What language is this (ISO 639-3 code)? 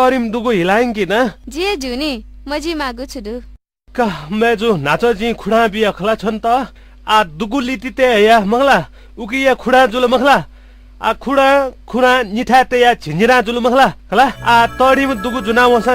new